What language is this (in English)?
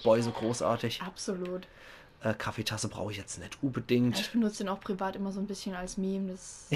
Palatine German